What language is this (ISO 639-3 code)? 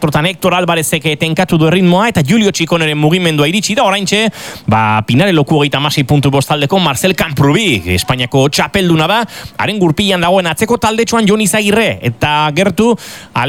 eus